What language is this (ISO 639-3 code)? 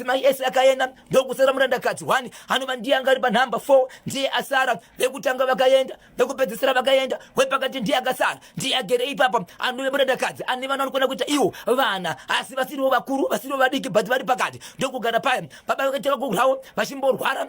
sna